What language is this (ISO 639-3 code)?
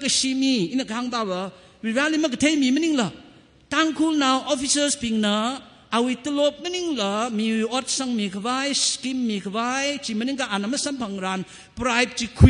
nmf